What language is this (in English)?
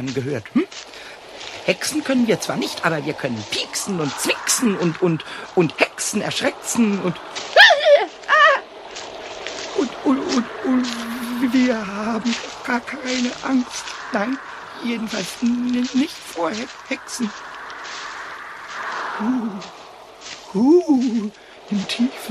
German